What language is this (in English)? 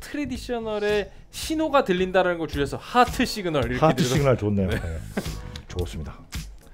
Korean